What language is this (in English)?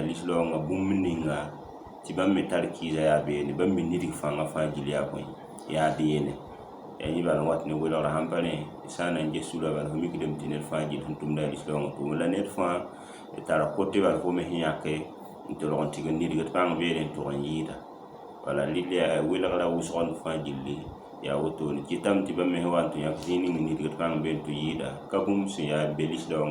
Mossi